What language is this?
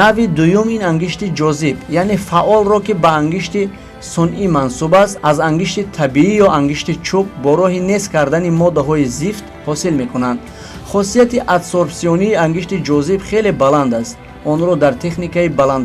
Tajik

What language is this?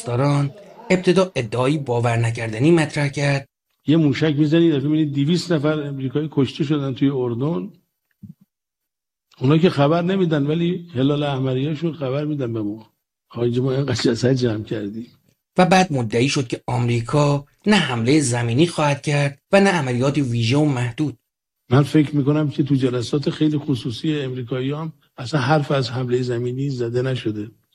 Persian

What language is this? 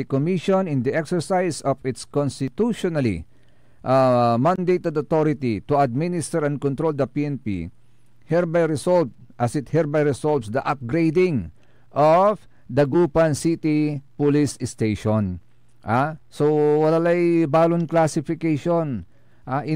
Pangasinan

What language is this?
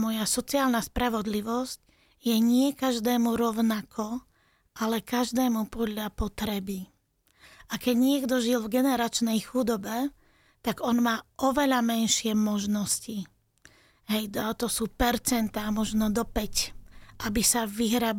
Slovak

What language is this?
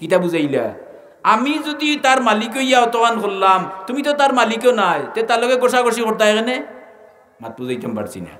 Sylheti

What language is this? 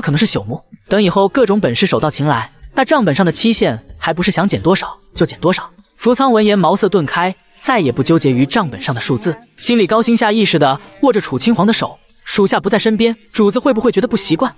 Chinese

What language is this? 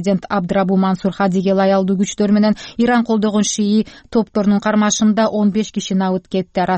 Kyrgyz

